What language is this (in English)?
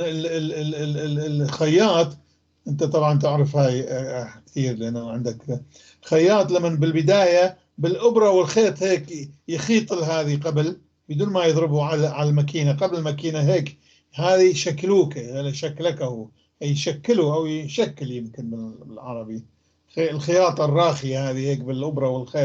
North Levantine Arabic